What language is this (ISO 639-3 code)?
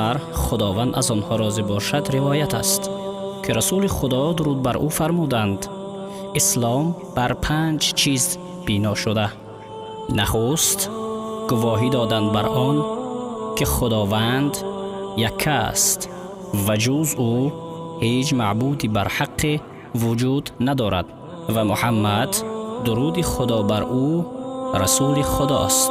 tgk